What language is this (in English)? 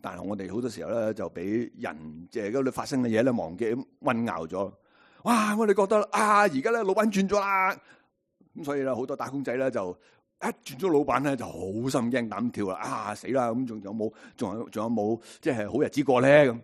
Cantonese